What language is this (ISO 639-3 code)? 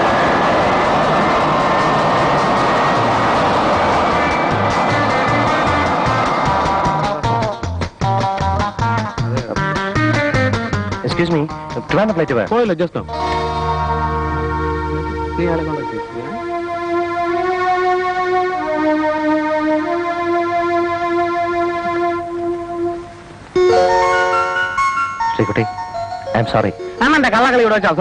mal